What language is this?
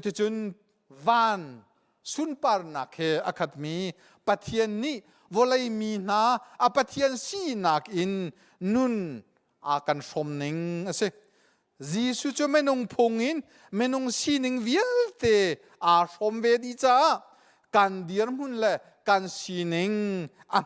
Hakha Chin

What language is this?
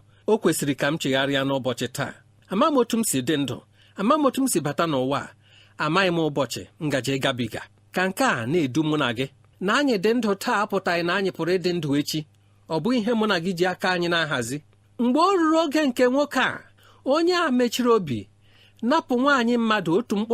Igbo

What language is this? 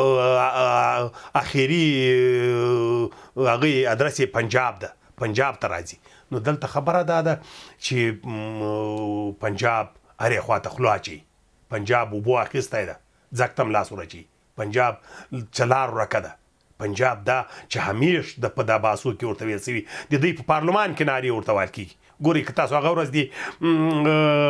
Pashto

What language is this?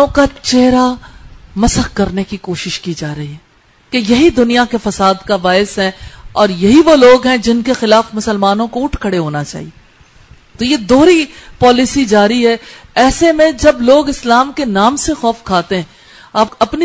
Urdu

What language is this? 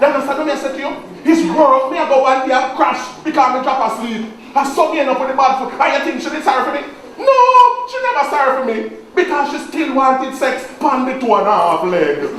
Jamaican Creole English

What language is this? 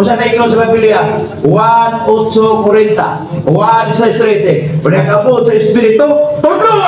Cebuano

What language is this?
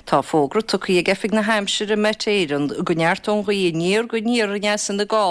Irish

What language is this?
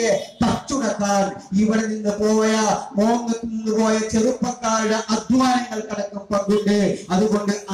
Malayalam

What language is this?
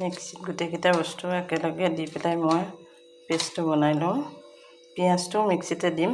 Assamese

